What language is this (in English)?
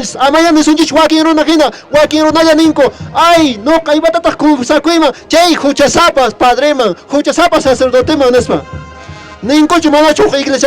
Quechua